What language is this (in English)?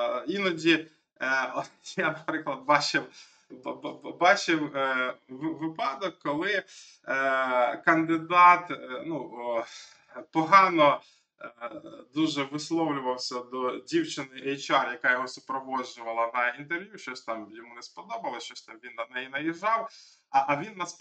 Ukrainian